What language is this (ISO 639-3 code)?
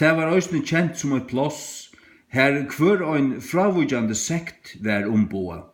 fao